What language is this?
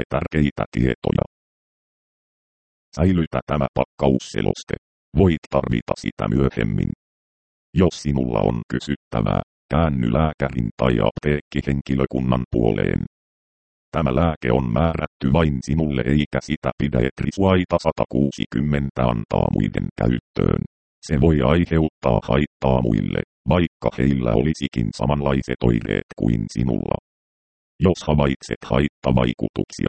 Finnish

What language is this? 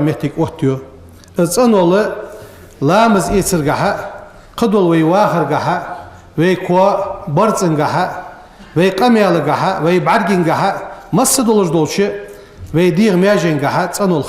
Ingush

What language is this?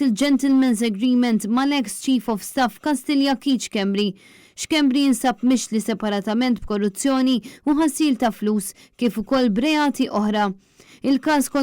Maltese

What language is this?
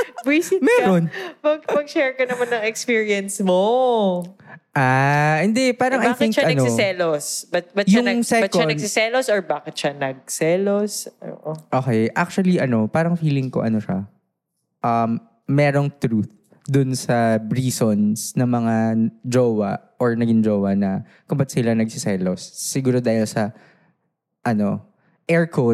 Filipino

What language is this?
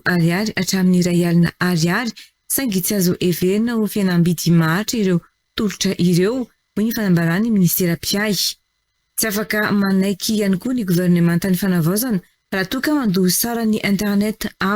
Malagasy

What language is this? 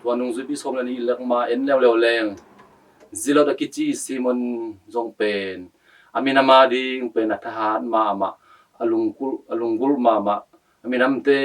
Tedim Chin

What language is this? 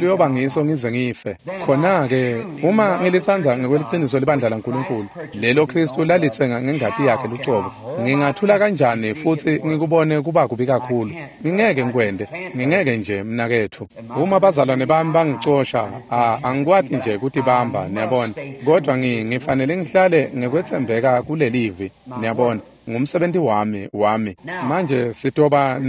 Swati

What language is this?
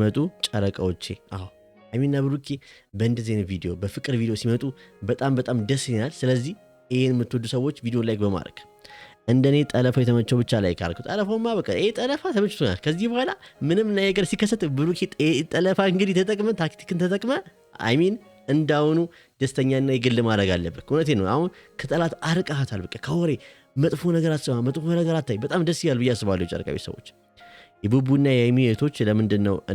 Amharic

